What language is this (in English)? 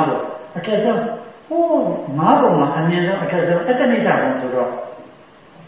Burmese